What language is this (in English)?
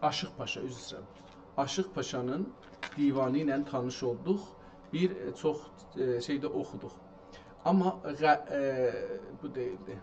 South Azerbaijani